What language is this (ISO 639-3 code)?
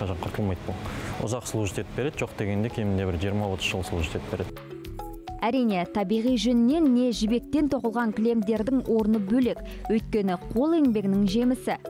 kaz